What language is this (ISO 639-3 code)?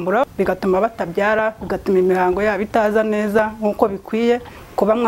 kin